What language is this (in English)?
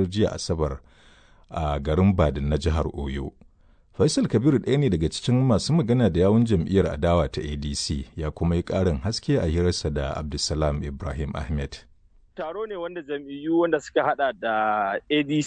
Hausa